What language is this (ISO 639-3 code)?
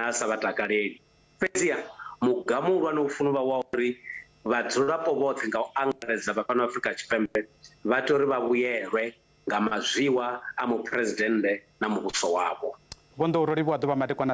ven